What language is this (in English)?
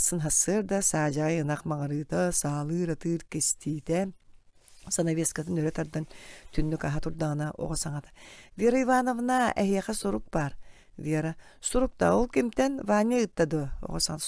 Yakut